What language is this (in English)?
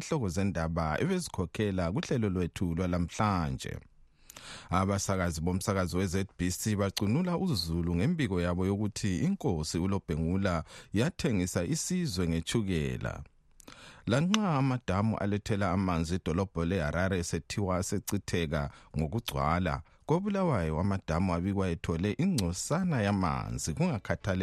North Ndebele